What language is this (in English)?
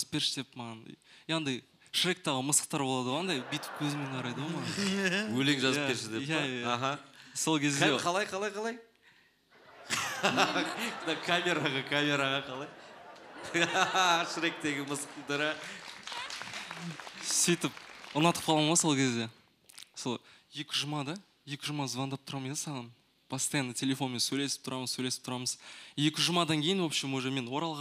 Kazakh